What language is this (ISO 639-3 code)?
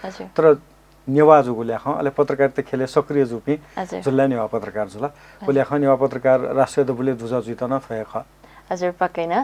new